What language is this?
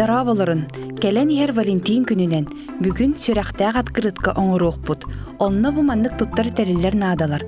Yakut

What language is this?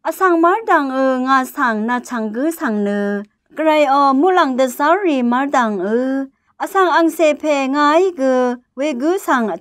Rawang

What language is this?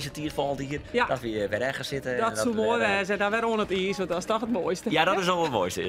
Western Frisian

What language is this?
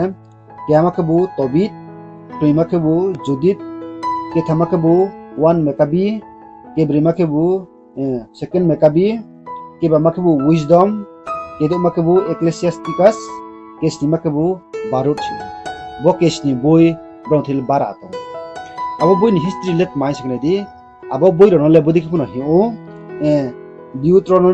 Riang (India)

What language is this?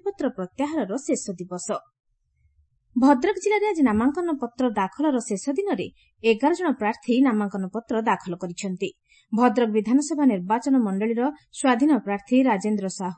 Odia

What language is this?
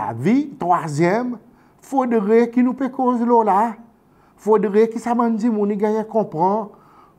Seselwa Creole French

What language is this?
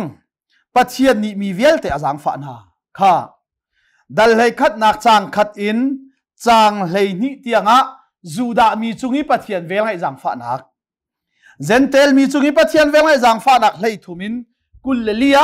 Hakha Chin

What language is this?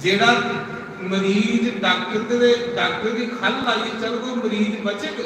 Dogri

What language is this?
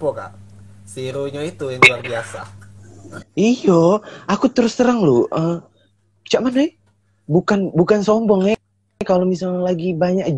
Musi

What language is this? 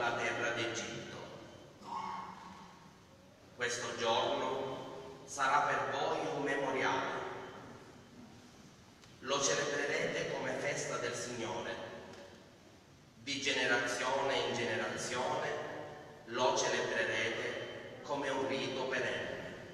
Italian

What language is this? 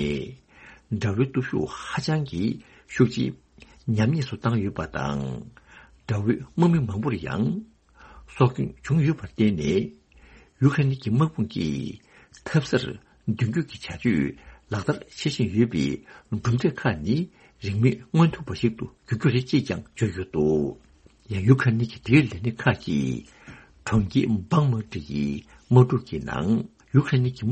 Tibetan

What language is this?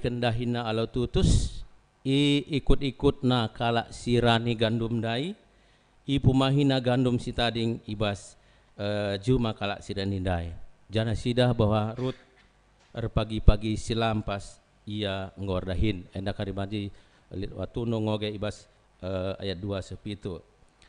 Batak Karo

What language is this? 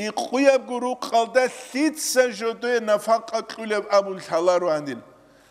Avaric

